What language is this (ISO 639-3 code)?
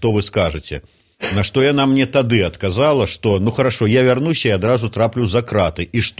bel